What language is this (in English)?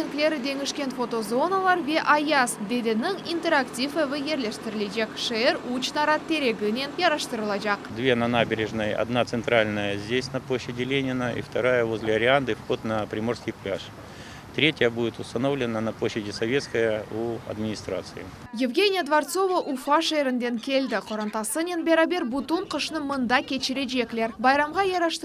Crimean Tatar